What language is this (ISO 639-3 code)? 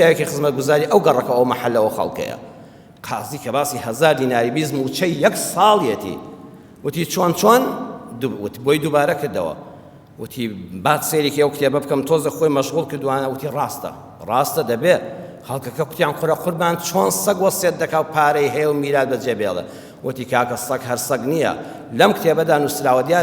ckb